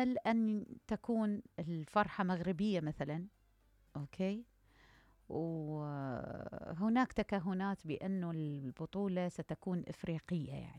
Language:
Mesopotamian Arabic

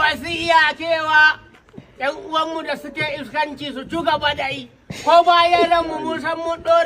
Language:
Hausa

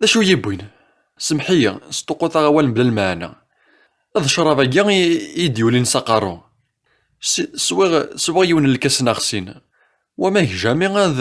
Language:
Kabyle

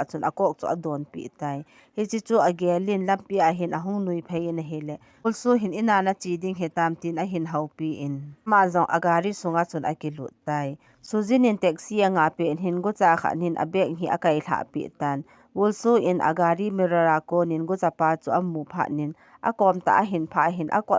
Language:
Thado Chin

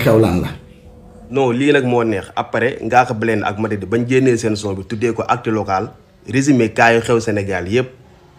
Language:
Wolof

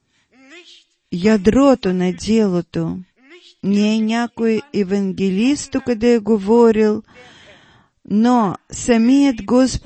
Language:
Bulgarian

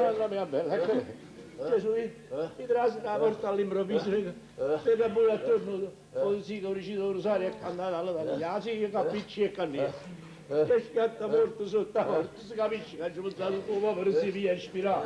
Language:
Neapolitan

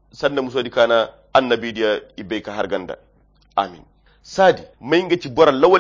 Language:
Koyra Chiini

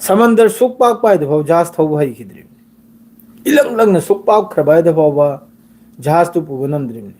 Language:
Manipuri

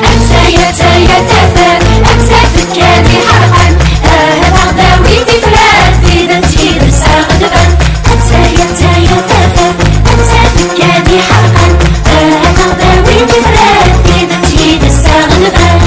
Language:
Kabyle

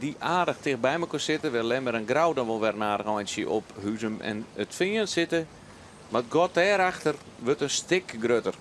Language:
Western Frisian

